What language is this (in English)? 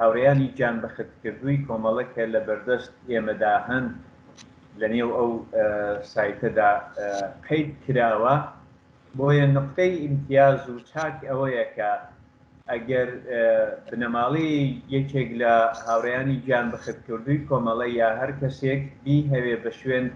Central Kurdish